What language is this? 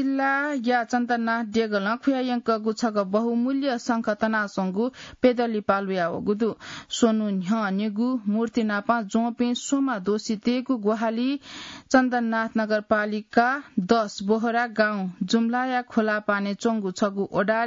Newari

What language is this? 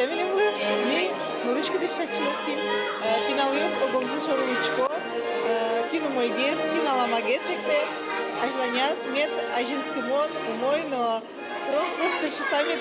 Udmurt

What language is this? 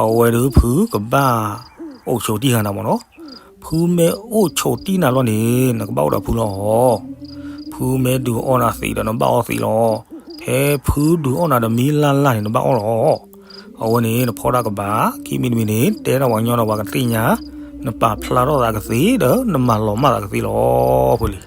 S'gaw Karen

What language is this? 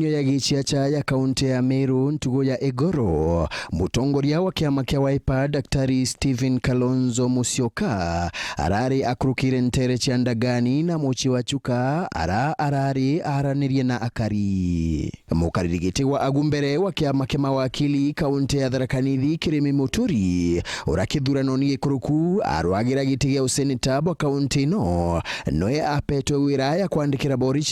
Meru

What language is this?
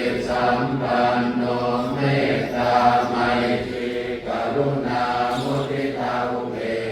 Pali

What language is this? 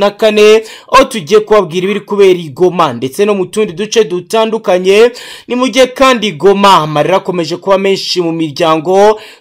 Kinyarwanda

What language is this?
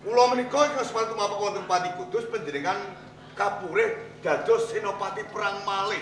Javanese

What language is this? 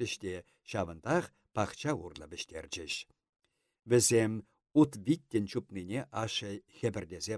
Chuvash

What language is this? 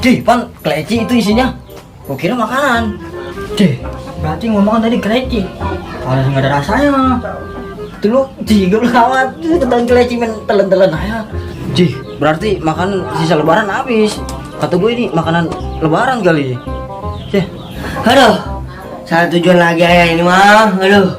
Betawi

